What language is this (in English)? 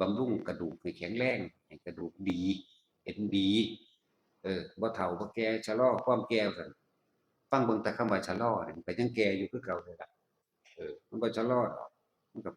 Northeastern Thai